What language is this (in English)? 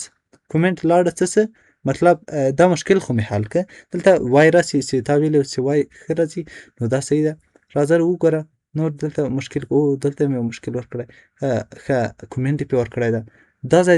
Pashto